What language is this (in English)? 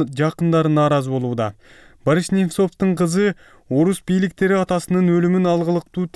Kyrgyz